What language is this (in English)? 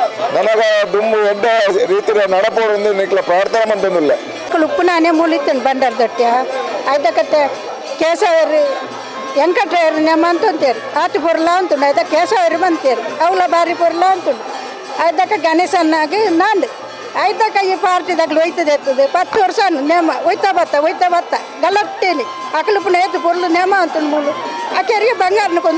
Kannada